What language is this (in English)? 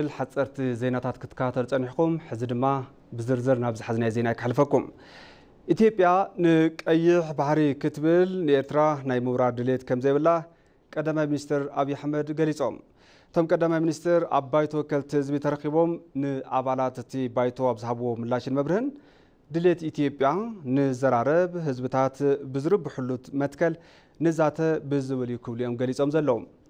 Tigrinya